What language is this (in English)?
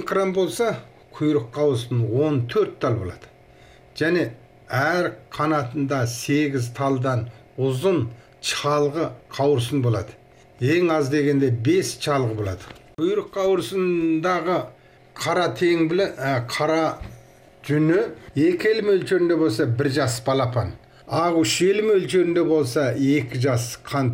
Kazakh